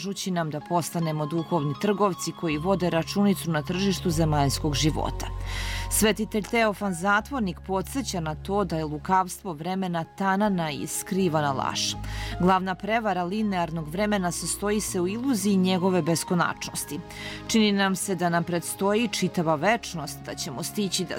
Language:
Serbian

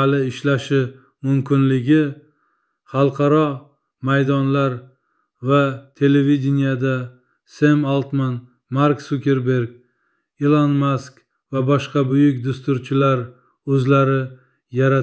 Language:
Uzbek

